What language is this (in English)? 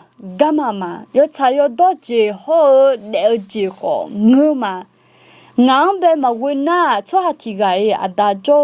Akha